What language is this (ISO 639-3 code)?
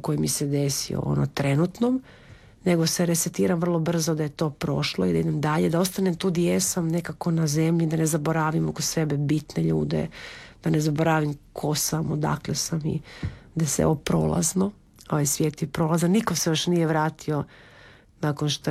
hrv